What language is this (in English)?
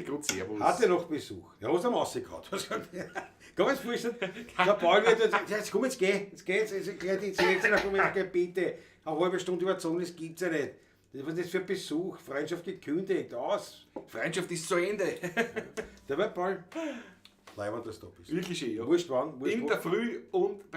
Bavarian